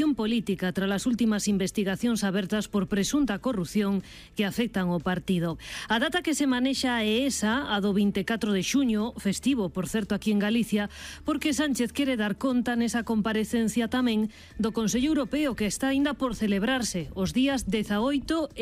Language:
Galician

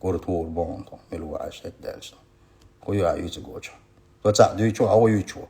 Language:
Chechen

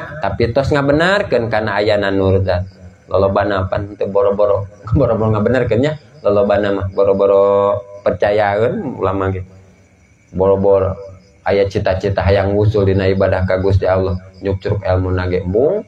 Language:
Sundanese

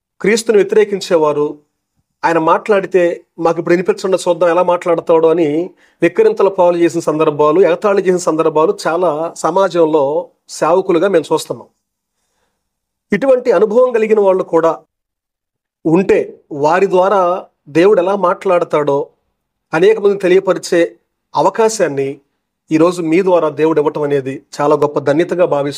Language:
Telugu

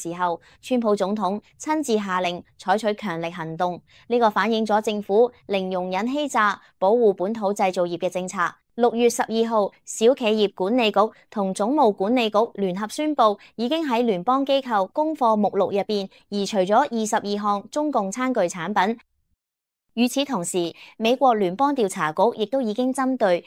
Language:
Cantonese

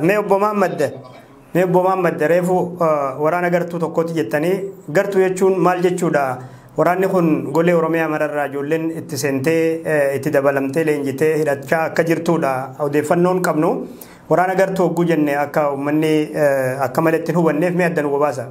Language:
Oromo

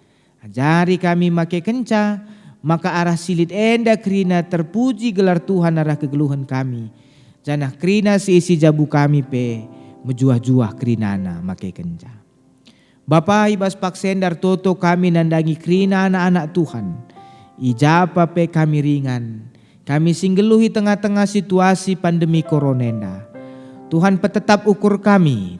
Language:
Batak Karo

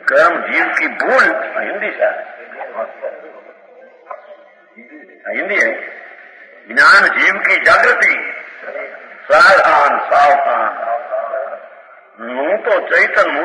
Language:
Gujarati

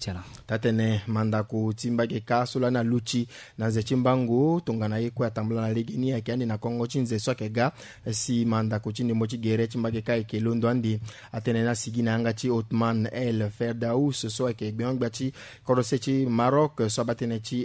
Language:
Sango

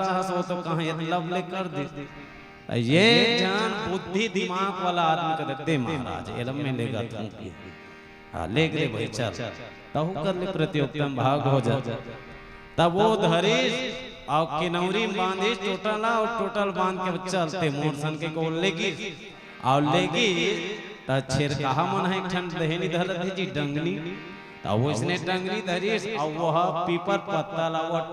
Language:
Chhattisgarhi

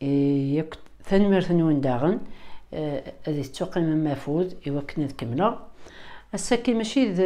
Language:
Kabyle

